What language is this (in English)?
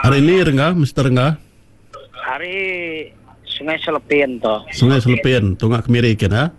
Iban